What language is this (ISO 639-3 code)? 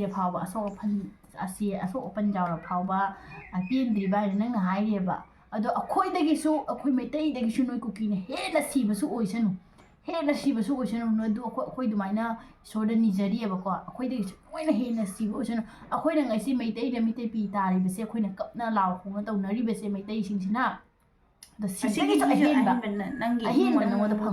mni